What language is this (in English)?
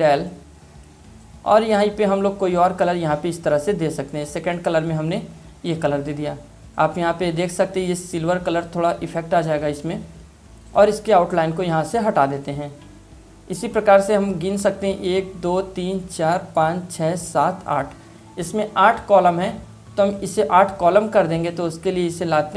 Hindi